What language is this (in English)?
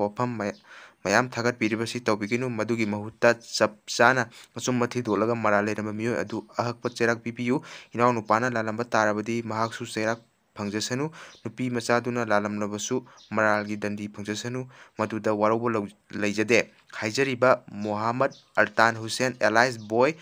Manipuri